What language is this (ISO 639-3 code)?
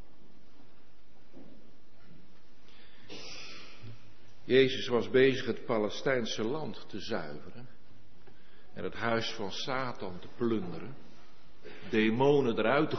nld